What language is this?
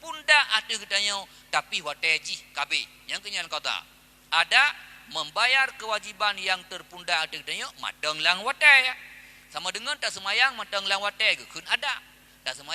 Achinese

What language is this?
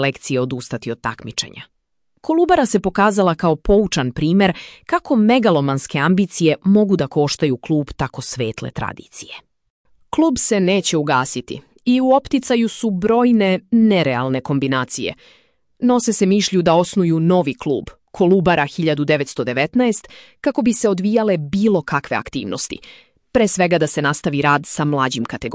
Serbian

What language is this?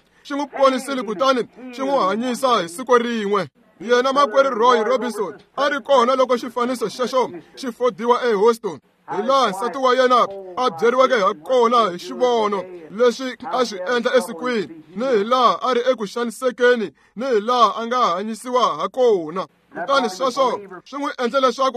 Tsonga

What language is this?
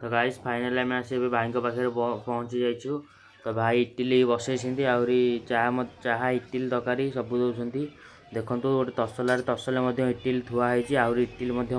Odia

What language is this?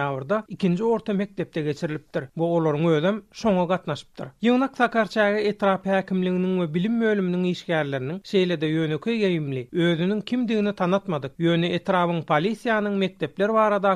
Turkmen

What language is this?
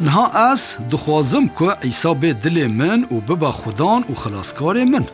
Kurdish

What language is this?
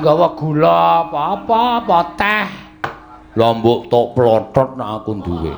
Javanese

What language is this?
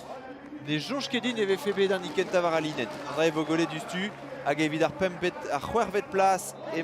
Breton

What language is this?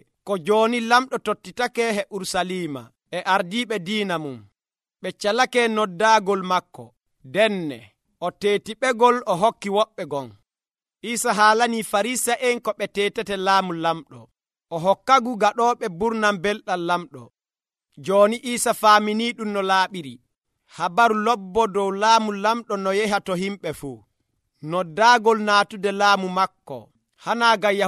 Nigerian Fulfulde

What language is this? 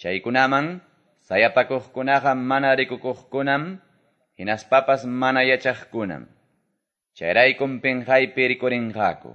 Quechua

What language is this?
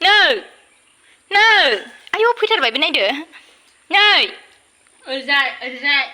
Bodo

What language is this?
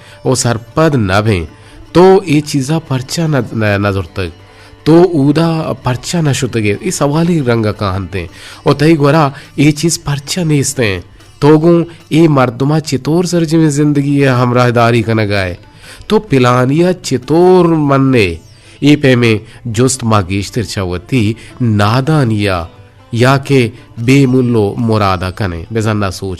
Eastern Balochi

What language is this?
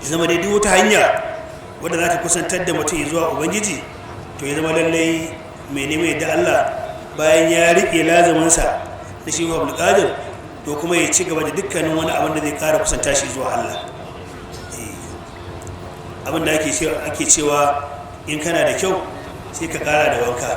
Hausa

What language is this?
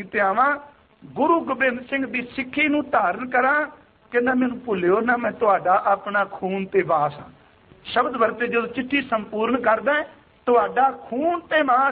Punjabi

